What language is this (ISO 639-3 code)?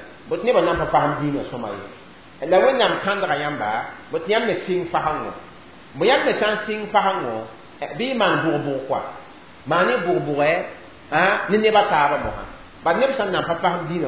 mos